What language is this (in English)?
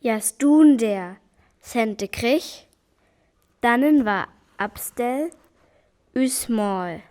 Northern Frisian